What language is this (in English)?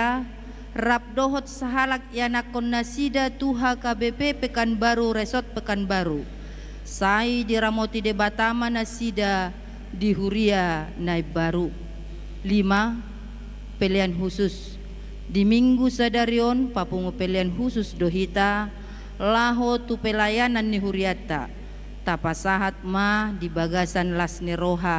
Batak Toba